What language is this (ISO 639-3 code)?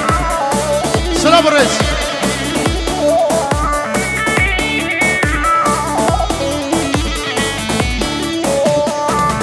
fas